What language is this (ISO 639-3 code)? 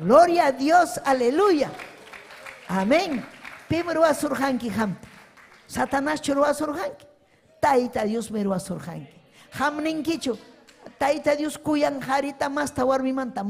quy